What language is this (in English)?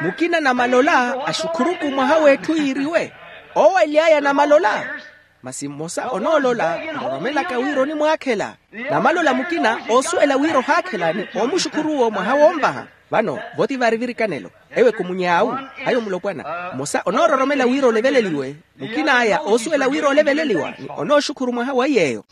Makhuwa